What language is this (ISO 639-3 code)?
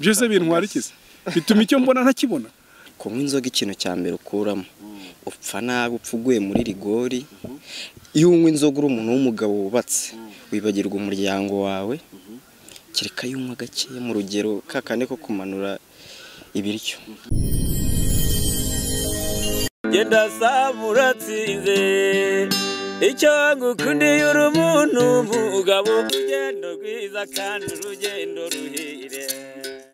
kin